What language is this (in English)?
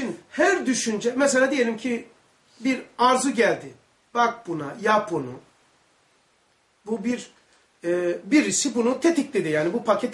Turkish